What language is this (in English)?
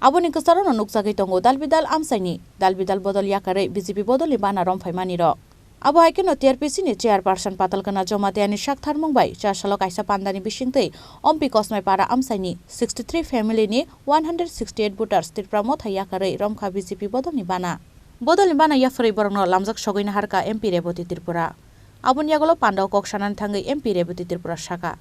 Kok Borok